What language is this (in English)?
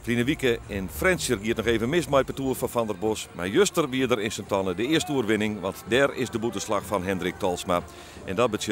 Western Frisian